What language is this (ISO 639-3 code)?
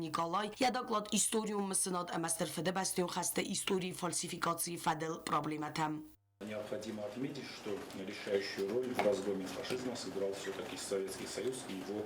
oss